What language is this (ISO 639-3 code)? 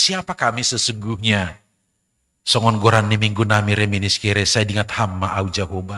bts